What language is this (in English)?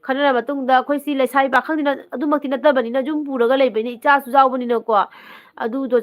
Manipuri